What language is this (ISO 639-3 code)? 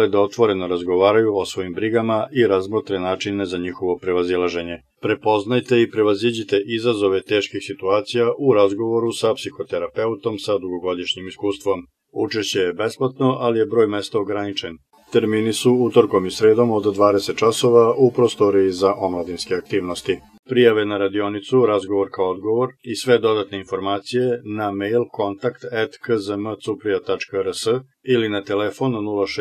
srp